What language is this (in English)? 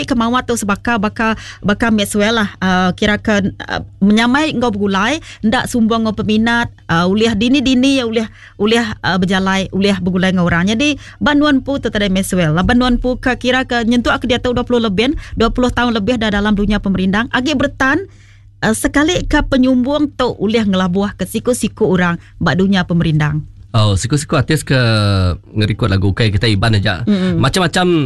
Iban